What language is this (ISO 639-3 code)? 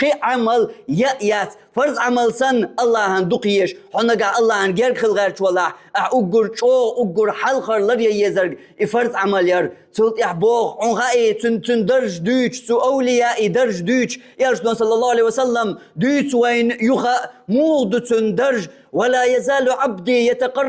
che